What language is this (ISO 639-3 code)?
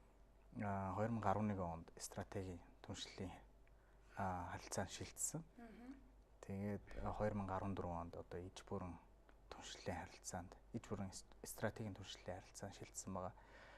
mon